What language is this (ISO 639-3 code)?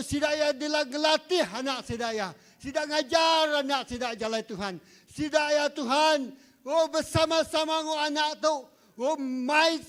iba